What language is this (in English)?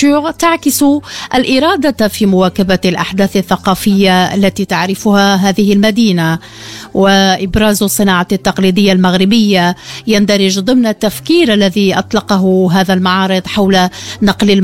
Arabic